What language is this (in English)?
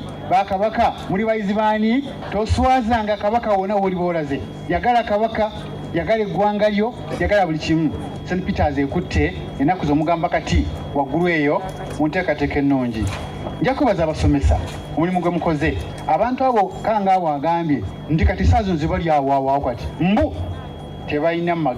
Ganda